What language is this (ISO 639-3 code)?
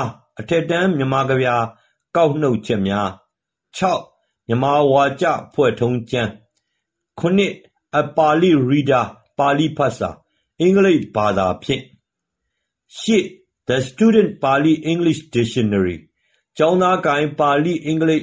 mya